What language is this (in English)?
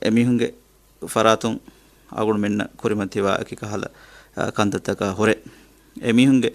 Divehi